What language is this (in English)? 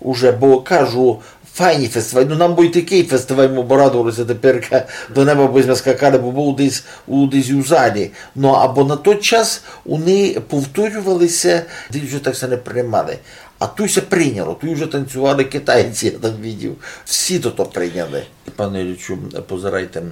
Rusyn